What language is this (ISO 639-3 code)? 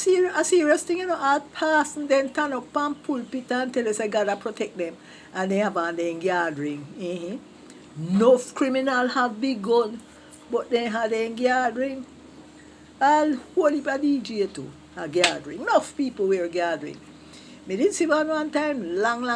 jam